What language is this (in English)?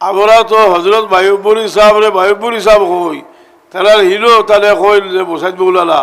Sylheti